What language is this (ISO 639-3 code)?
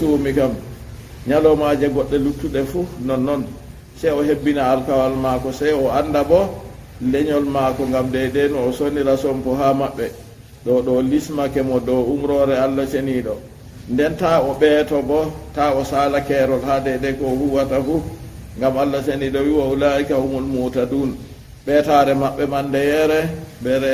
ful